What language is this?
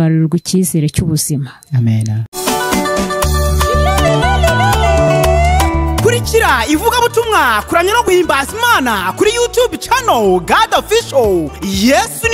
Kinyarwanda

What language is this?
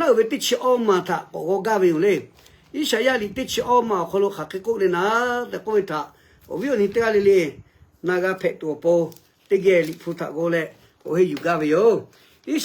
Lahu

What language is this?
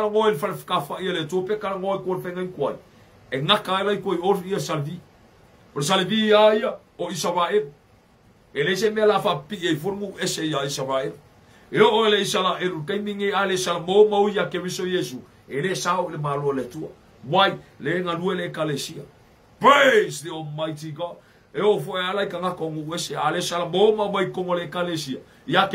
Samoan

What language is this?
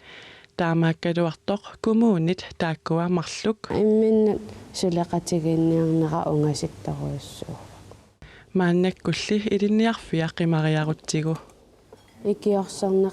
Kalaallisut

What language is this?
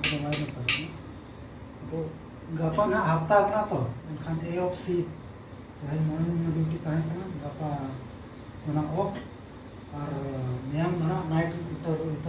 Santali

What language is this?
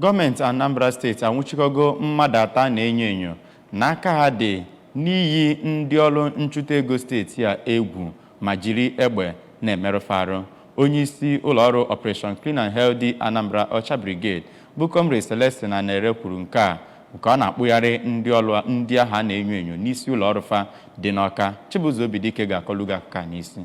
Igbo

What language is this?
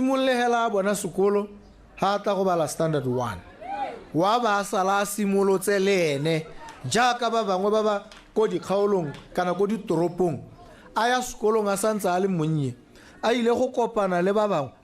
Tswana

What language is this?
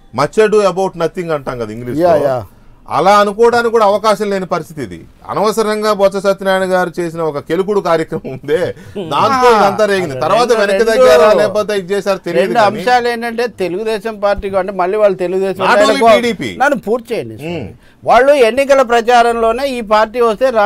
Telugu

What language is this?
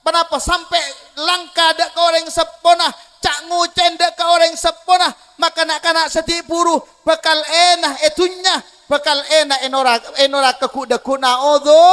Madurese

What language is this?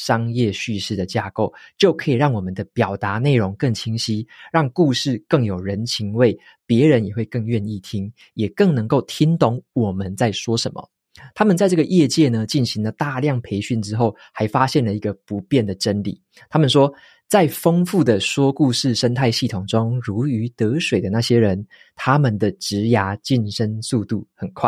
Chinese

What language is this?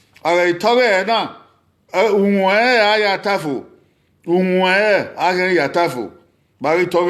Bini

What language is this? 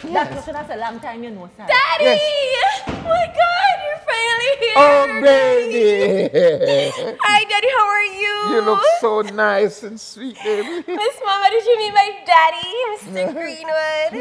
Jamaican Creole English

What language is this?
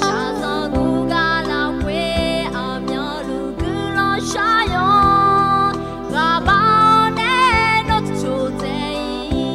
Akha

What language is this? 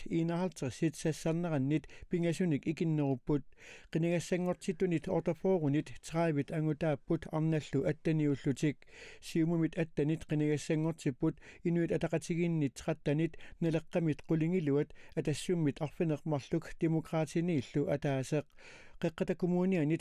Kalaallisut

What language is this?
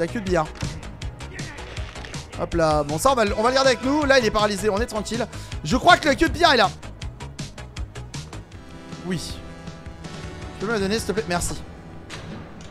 French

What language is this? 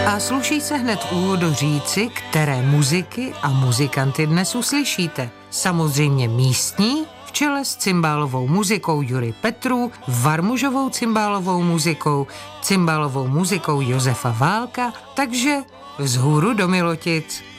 Czech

